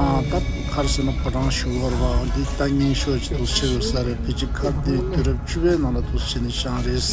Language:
Tibetan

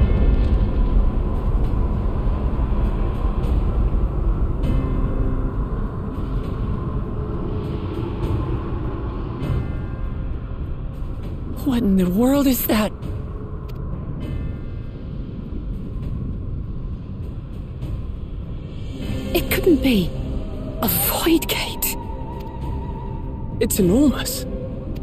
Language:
English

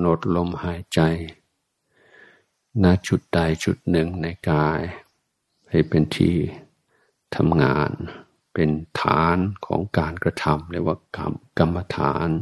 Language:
Thai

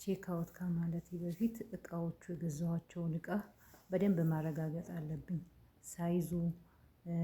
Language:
Amharic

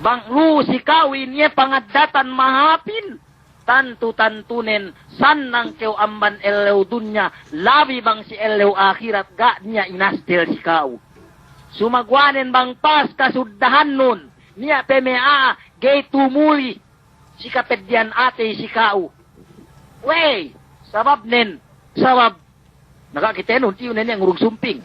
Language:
Yakan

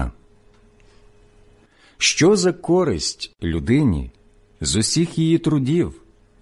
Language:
Ukrainian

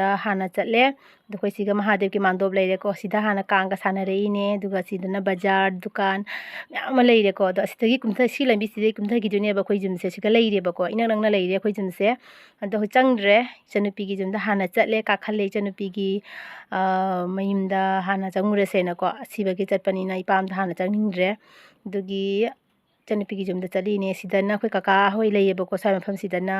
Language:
Manipuri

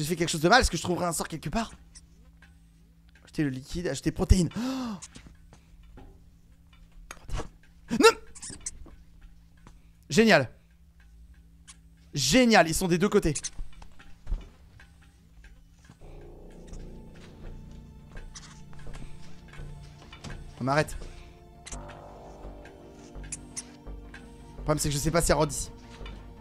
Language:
French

